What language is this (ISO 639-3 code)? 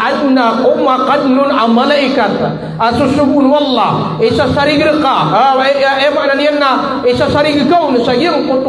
mrw